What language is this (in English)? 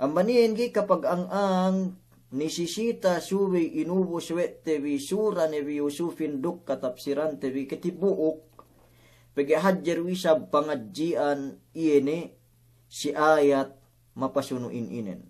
Yakan